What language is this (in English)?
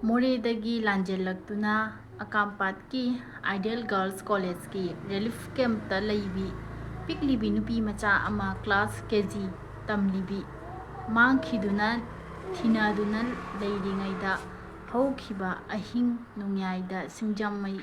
Manipuri